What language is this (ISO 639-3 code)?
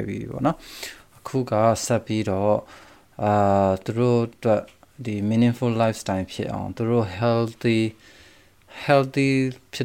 mya